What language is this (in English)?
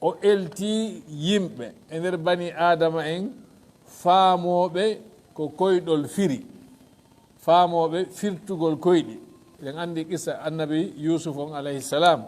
Fula